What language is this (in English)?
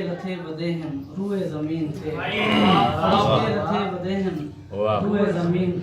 Saraiki